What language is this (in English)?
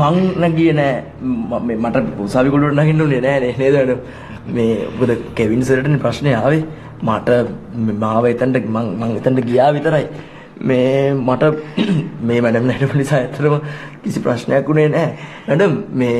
Sinhala